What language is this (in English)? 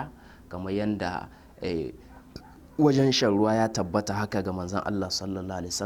Hausa